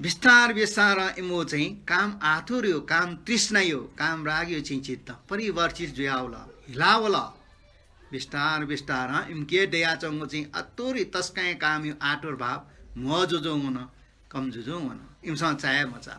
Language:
Newari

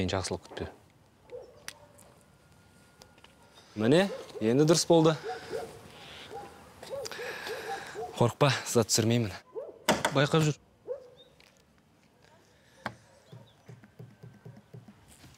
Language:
Kazakh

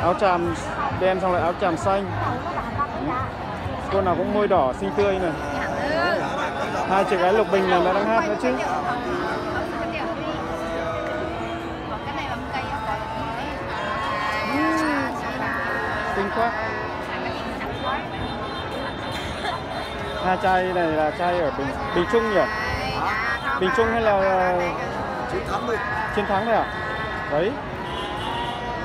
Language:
Vietnamese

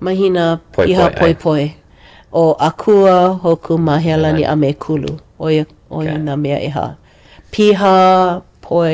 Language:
Hawaiian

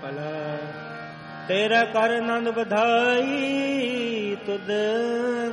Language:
Punjabi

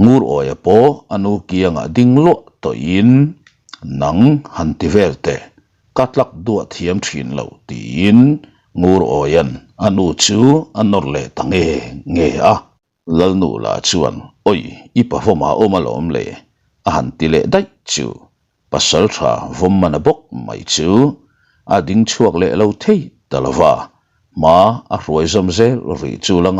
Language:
Mizo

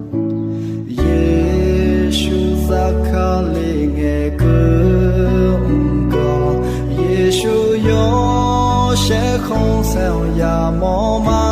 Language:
Akha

